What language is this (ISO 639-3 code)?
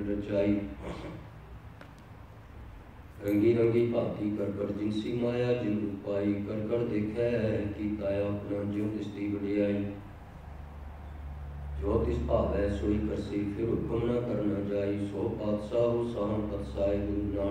pan